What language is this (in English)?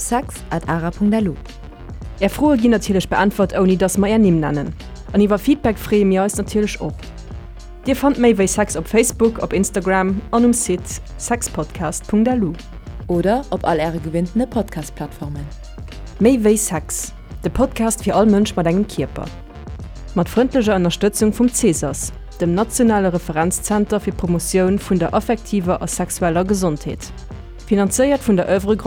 Luxembourgish